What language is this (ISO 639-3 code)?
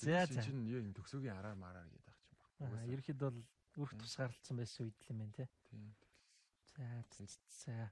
mon